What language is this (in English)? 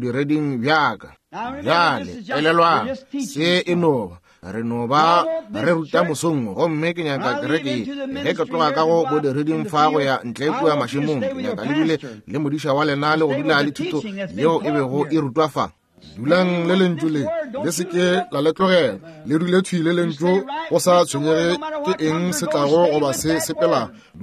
Northern Sotho